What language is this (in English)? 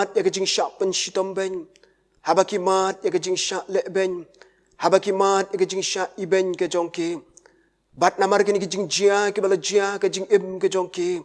Khasi